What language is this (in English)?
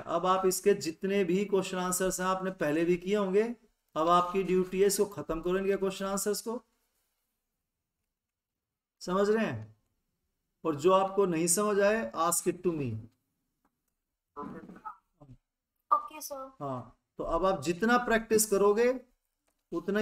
Hindi